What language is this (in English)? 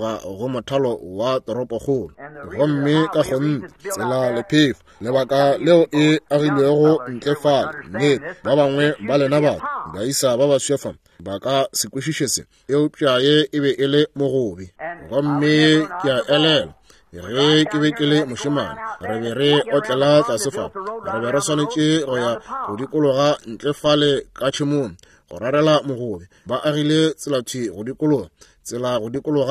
Northern Sotho